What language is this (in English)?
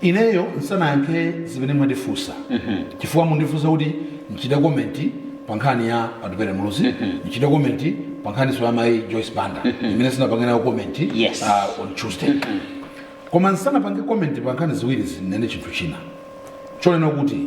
Nyanja